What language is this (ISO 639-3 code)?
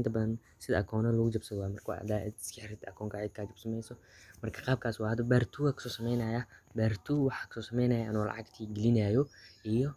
som